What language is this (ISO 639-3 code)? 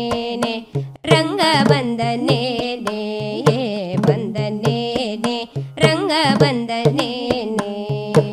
kan